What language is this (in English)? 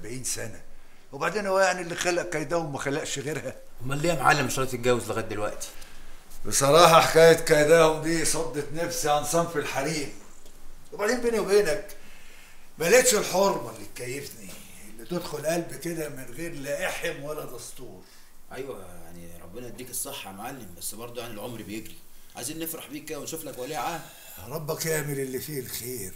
Egyptian Arabic